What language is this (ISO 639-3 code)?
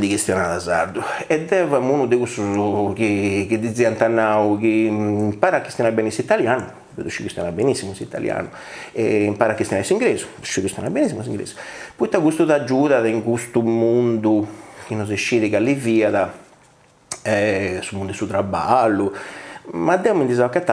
srd